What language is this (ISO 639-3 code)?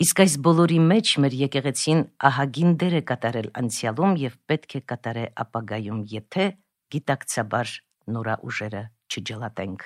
hye